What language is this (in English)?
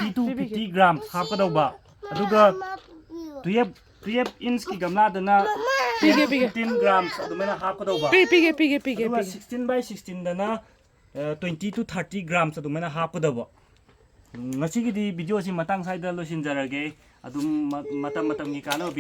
Manipuri